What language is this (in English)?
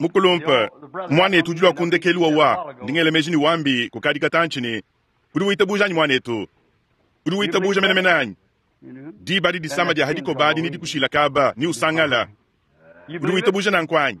Luba-Lulua